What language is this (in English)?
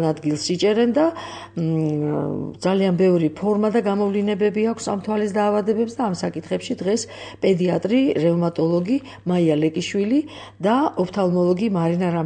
Georgian